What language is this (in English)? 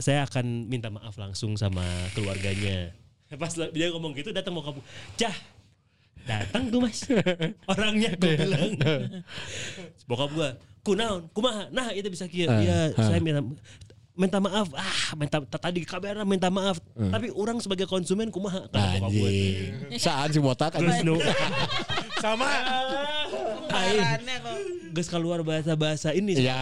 Indonesian